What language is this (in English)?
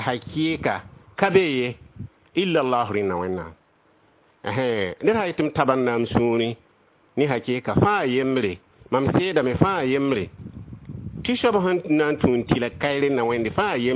Mossi